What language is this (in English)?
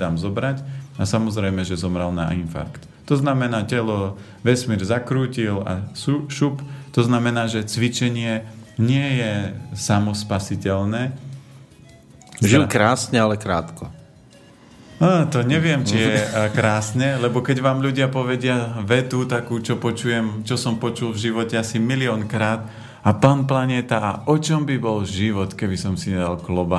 Slovak